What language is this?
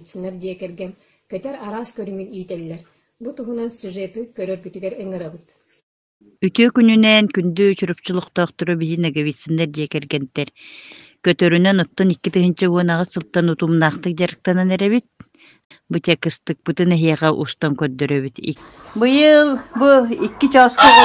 Yakut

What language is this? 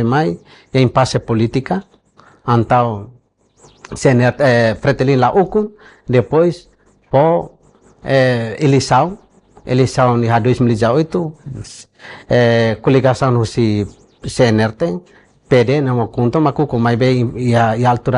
Tetum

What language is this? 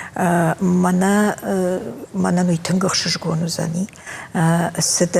Ossetic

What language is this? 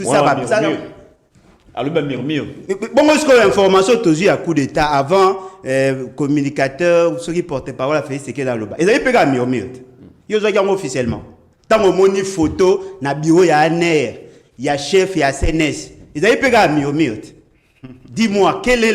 Lingala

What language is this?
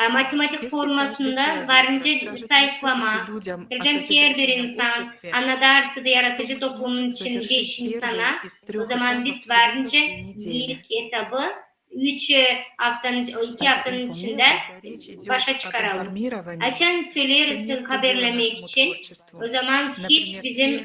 Gagauz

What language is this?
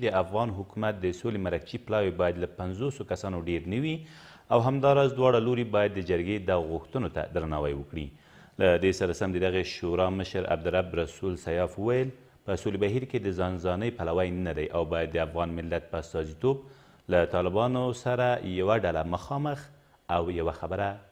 Pashto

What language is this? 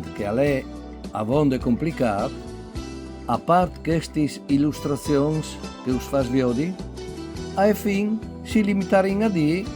Friulian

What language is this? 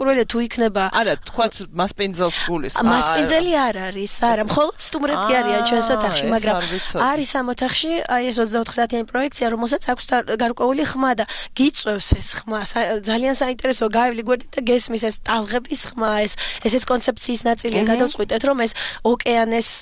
Georgian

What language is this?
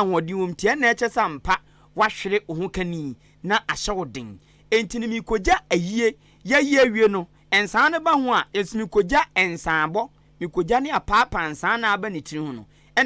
Akan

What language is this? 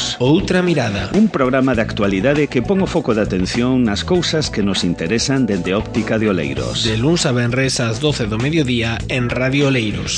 Galician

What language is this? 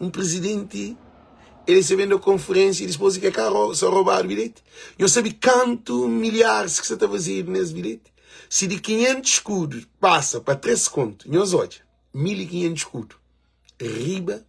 Kabuverdianu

